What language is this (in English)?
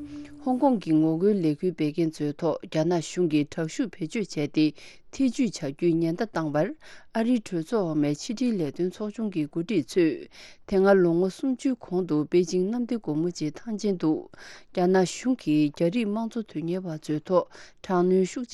Tibetan